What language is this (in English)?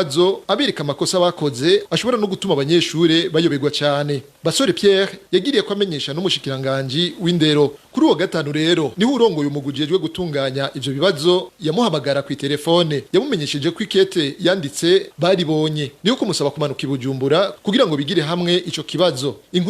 Rundi